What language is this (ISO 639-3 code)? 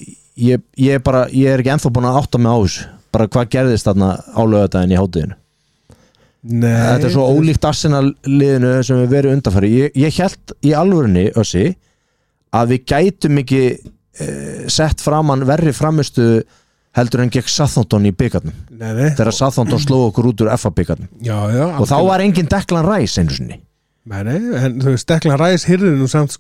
isl